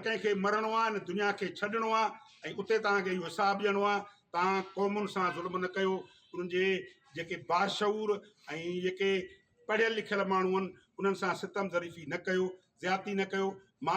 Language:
Sindhi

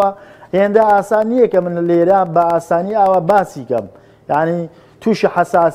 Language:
Central Kurdish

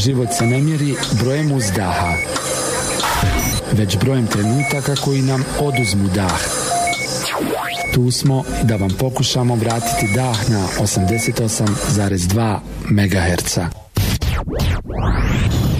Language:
Bosnian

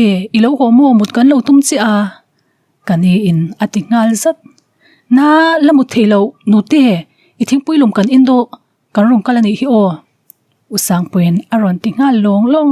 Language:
Mizo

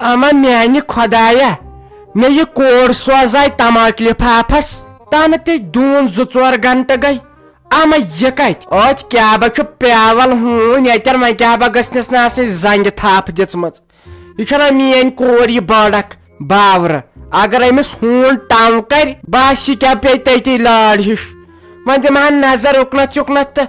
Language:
Kashmiri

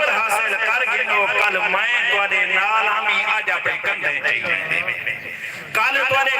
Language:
Saraiki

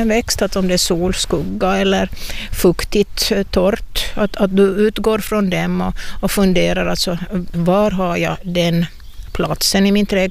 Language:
Swedish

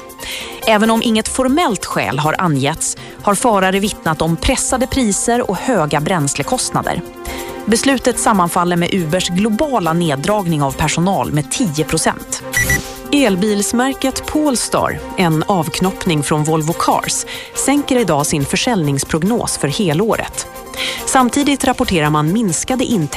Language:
Swedish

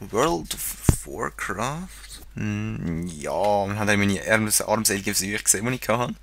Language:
Swiss German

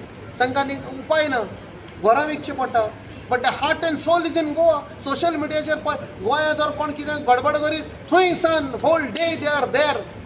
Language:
Konkani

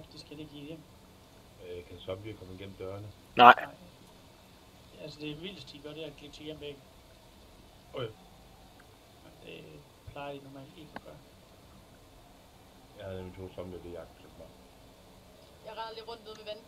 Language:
Danish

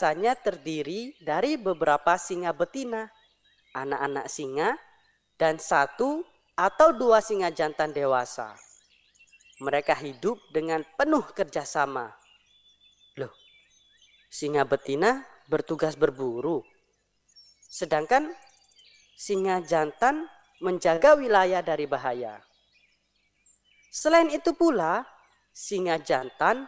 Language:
Indonesian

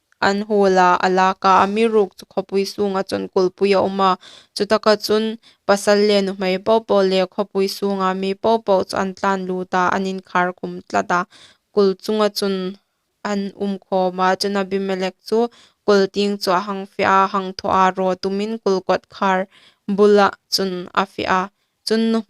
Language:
Hmar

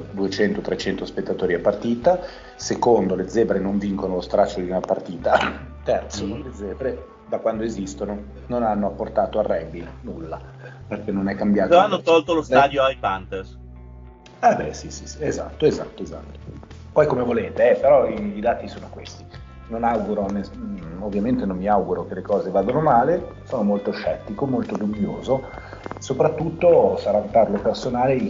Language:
Italian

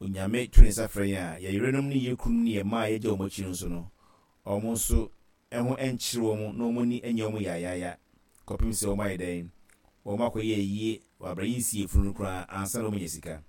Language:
Akan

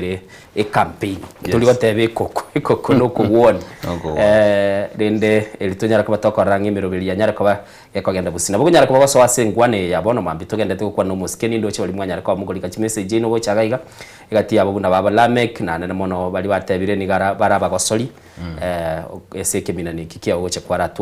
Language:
Gusii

